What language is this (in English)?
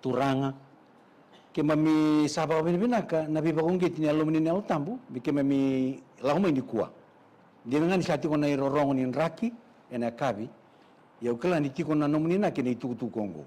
Fijian